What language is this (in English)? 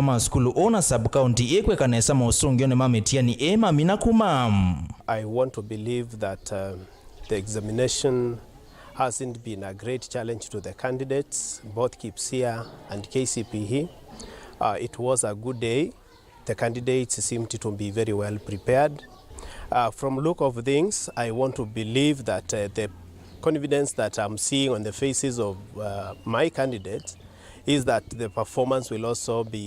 Kamba